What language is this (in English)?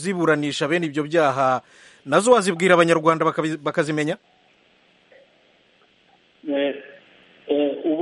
Kinyarwanda